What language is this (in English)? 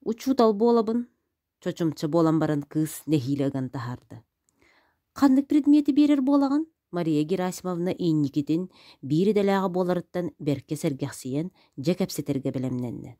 Yakut